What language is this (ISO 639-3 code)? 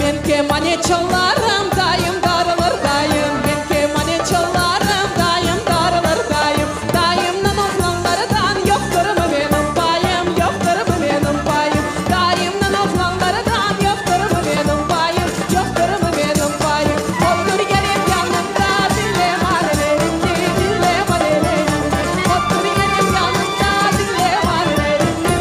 crh